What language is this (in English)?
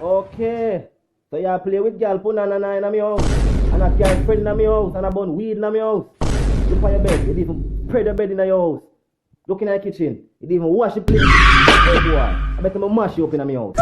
Jamaican Creole English